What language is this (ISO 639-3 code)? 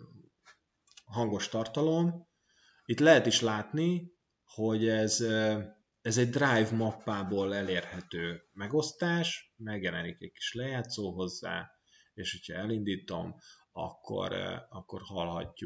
hun